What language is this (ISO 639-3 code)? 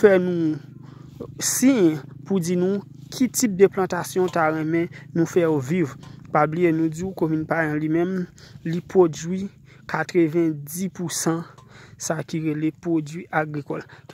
hat